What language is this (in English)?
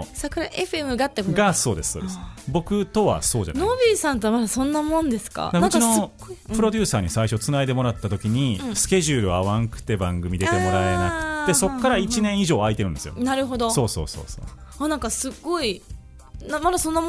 Japanese